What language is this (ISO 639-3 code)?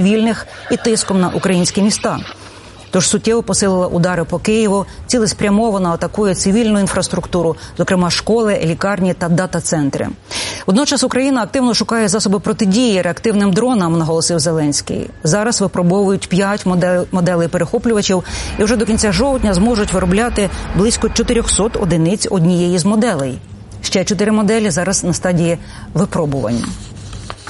ukr